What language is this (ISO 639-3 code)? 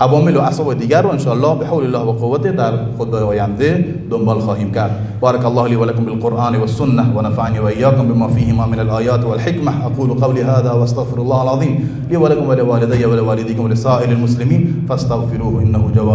fas